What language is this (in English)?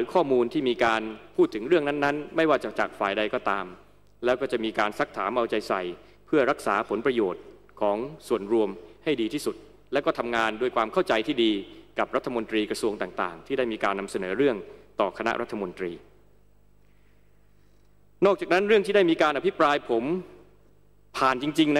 Thai